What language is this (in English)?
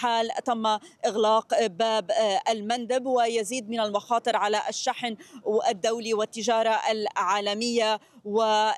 Arabic